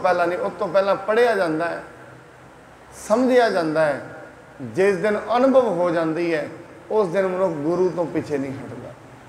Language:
Punjabi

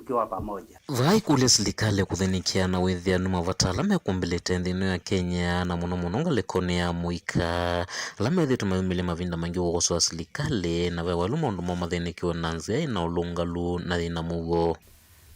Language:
Kamba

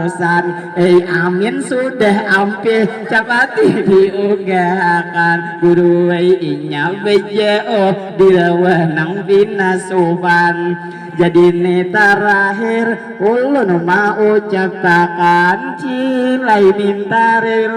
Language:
Banjar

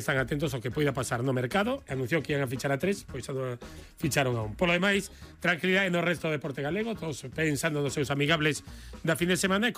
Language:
Galician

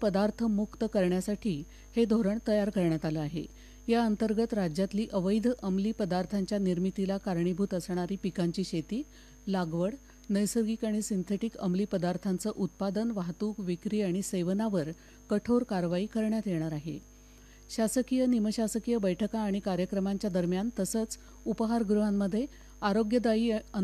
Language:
Marathi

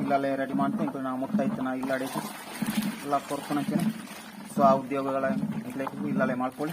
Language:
Tulu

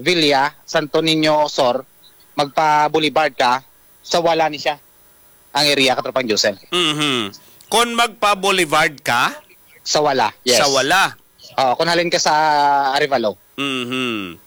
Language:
Hiligaynon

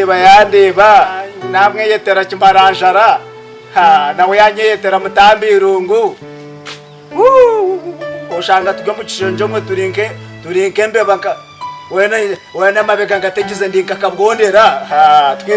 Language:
Nyankole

